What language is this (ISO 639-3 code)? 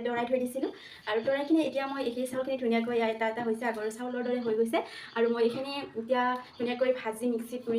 asm